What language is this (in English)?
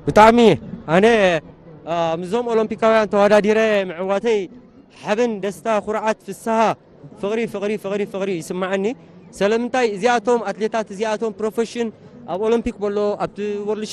Tigrinya